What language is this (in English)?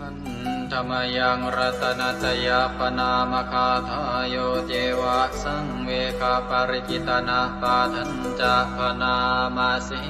Pali